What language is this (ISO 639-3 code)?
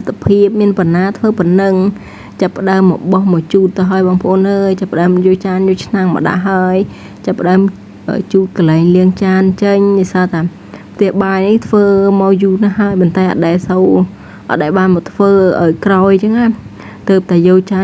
khm